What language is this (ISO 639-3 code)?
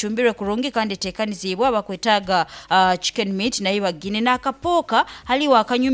nyn